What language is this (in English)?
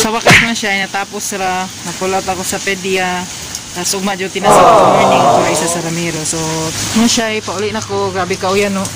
Cebuano